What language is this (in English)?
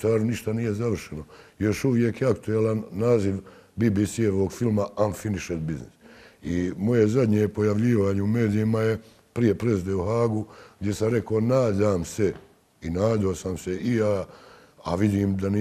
Bosnian